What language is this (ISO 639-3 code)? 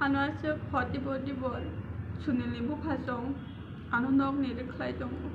trp